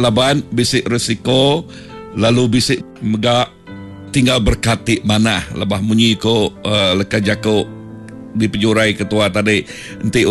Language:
Iban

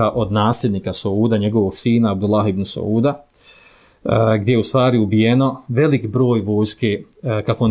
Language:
Bosnian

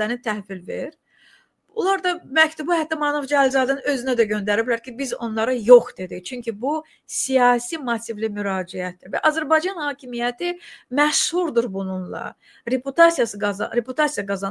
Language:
Azerbaijani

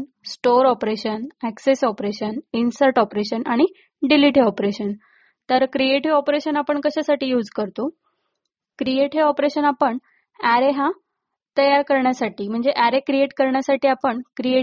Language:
Marathi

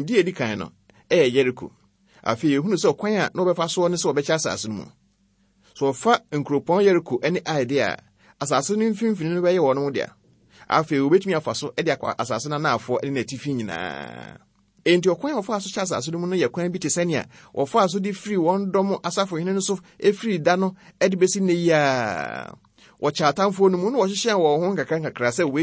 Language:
Akan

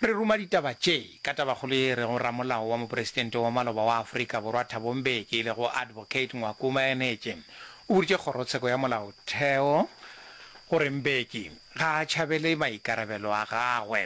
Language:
Northern Sotho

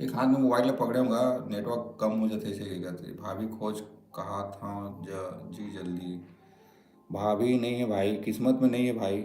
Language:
Chhattisgarhi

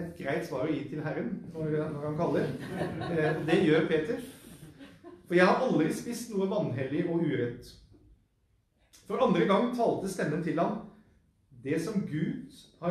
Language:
Norwegian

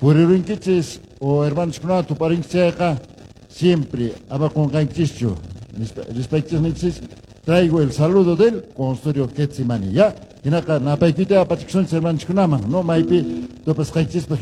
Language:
Quechua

